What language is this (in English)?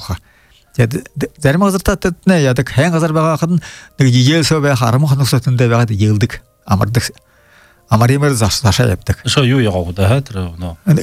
Buriat